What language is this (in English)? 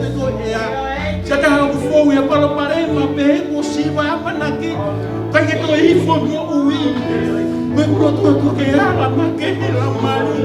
Tongan